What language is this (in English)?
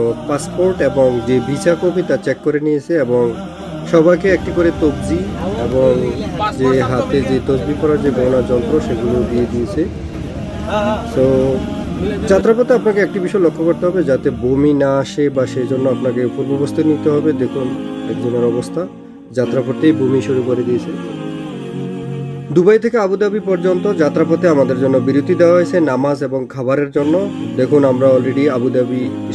Bangla